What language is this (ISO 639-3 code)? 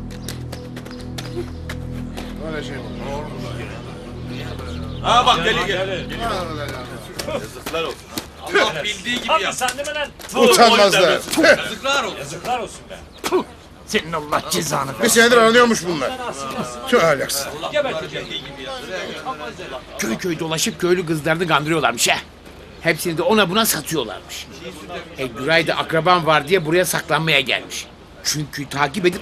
tur